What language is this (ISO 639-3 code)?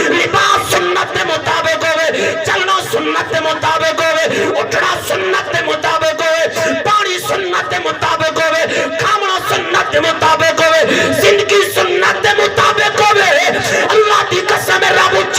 skr